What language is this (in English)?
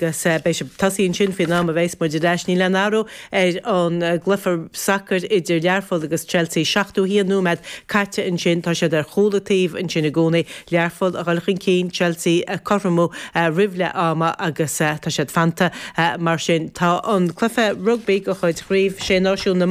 Irish